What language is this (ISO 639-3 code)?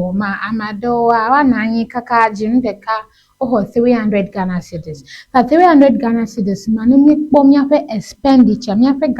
ewe